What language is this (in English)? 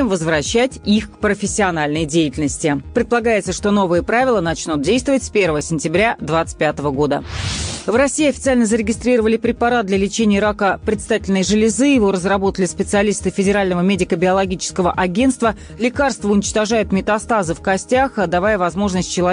Russian